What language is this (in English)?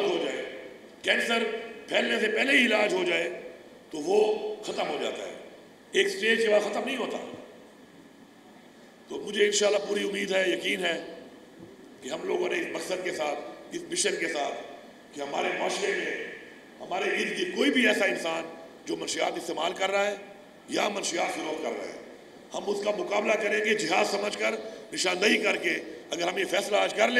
Urdu